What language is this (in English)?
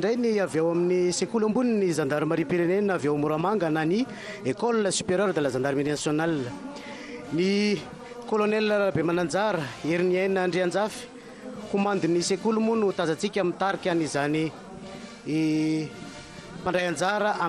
Malagasy